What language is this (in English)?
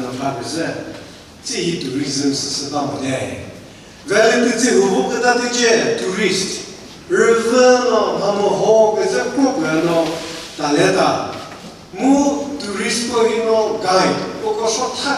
Chokri Naga